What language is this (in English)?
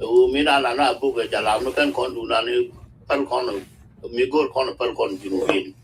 Nuer